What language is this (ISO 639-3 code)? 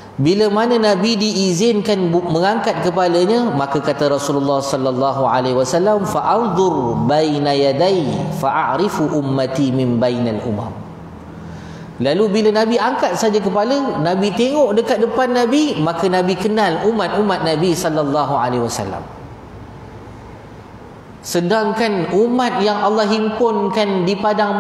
msa